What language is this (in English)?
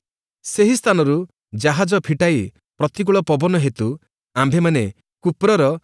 Odia